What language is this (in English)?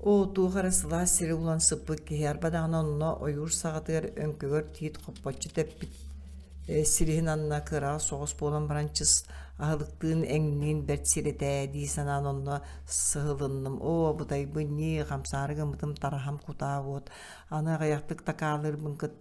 Yakut